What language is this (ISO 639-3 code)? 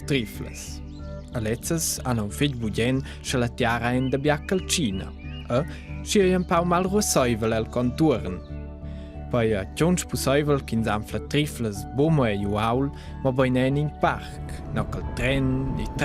roh